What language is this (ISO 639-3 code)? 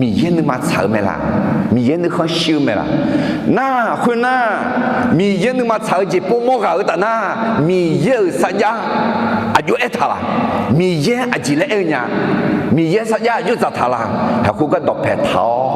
ahk